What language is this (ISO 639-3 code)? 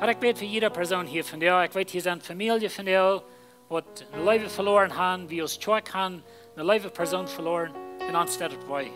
pdt